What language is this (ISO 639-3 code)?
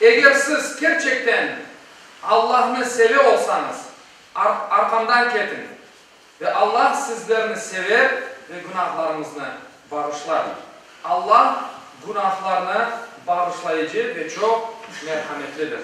crh